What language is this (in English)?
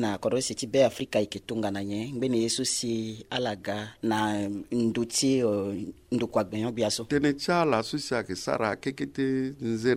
Sango